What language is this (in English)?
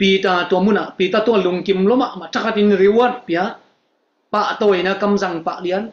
Tedim Chin